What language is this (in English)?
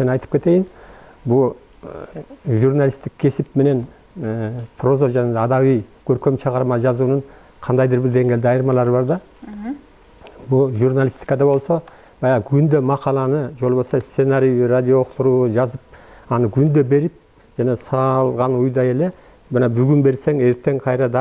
Kyrgyz